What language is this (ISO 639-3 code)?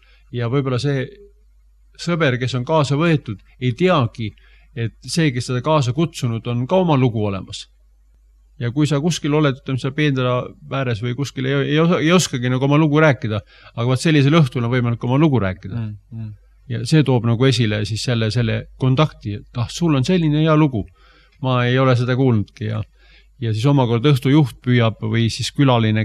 est